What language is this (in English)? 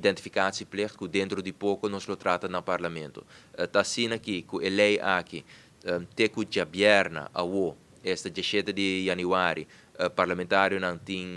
Papiamento